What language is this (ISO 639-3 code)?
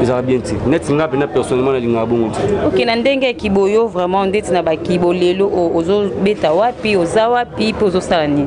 lin